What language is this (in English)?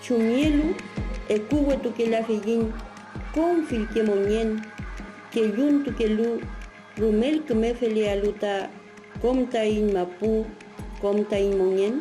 Mapuche